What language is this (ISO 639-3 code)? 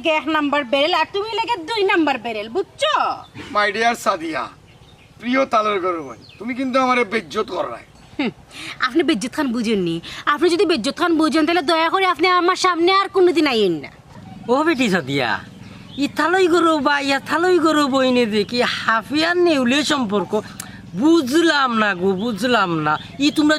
syl